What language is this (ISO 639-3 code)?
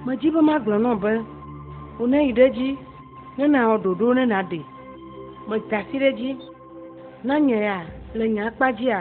ewe